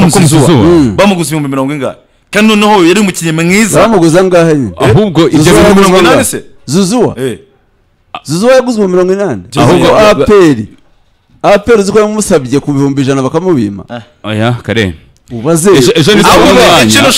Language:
Kinyarwanda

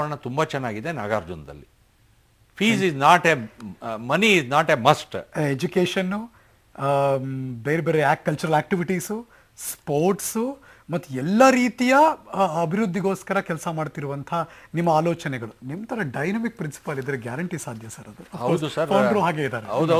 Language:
Kannada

